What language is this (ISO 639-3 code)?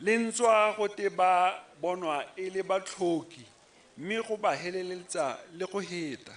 tsn